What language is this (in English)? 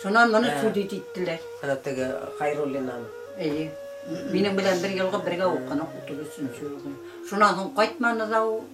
Bashkir